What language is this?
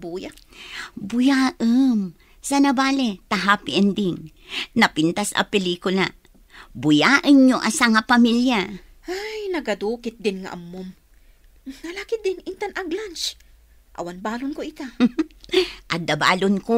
Iloko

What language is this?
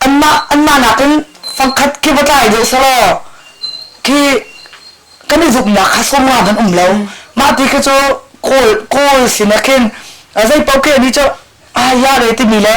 Hakha Chin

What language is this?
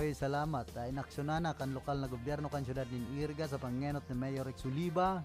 Bikol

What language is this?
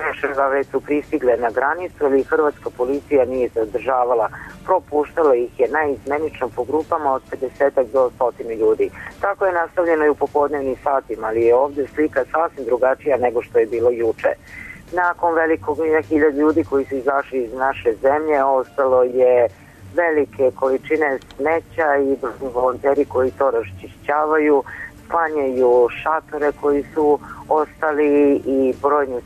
Serbian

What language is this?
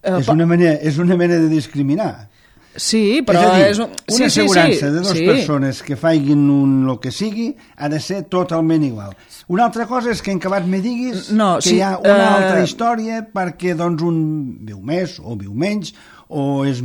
Catalan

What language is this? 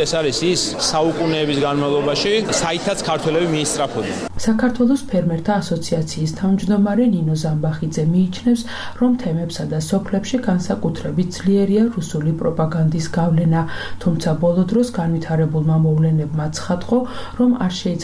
Georgian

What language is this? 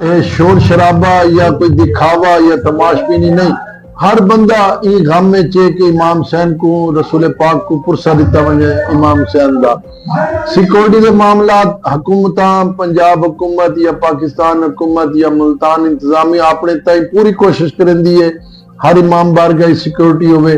Saraiki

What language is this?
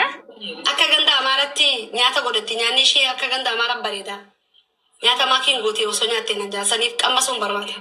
Oromo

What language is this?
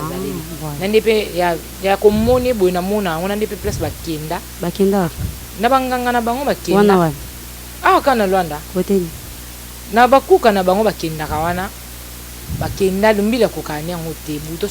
Lingala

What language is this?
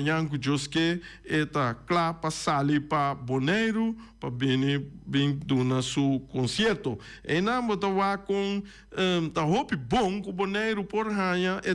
Papiamento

